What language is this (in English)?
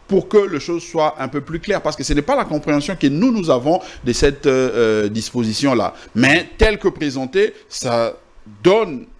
French